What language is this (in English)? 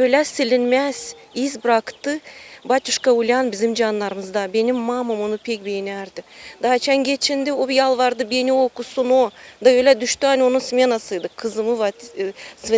Gagauz